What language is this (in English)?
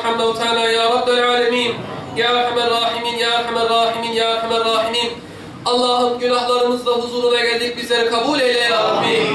Turkish